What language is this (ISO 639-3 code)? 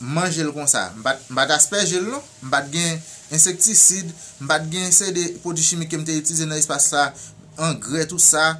hat